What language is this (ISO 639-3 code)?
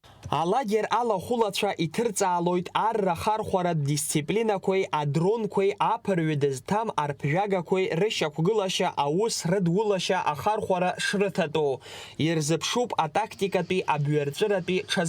abk